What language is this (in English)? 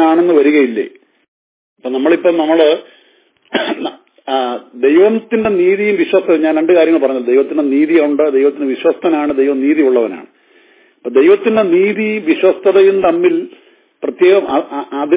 Malayalam